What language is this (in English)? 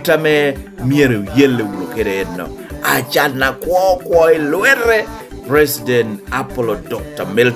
Lango (Uganda)